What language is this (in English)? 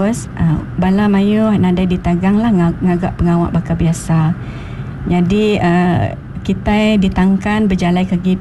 Iban